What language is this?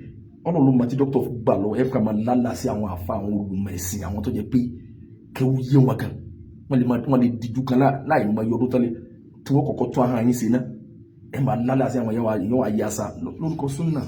Yoruba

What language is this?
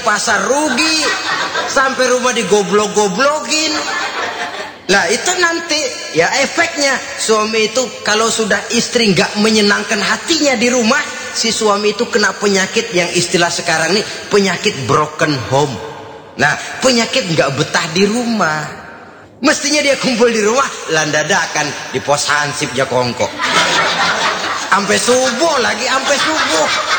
Indonesian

